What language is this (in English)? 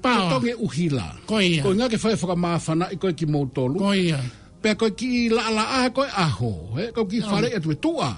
Tongan